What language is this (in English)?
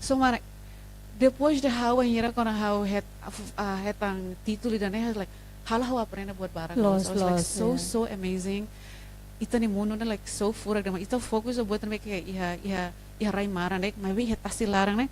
Tetum